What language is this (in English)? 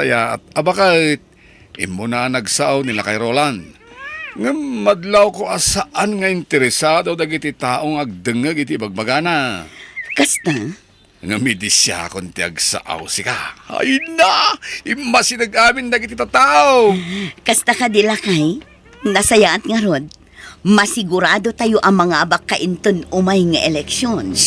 Iloko